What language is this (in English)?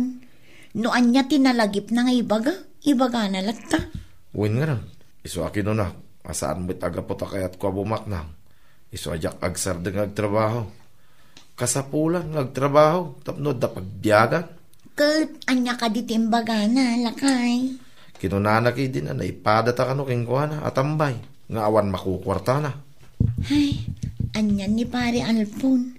Iloko